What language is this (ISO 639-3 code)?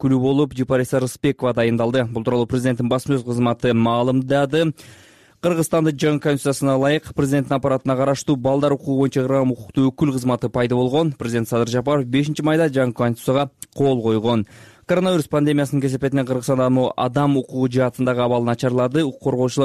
kir